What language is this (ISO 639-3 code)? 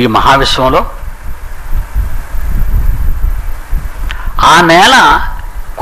tel